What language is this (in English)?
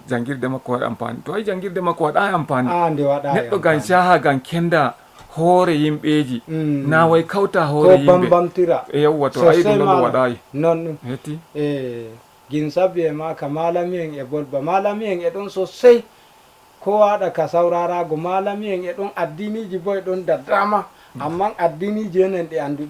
Fula